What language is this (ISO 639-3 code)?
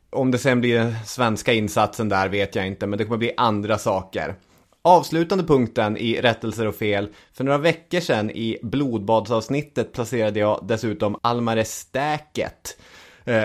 swe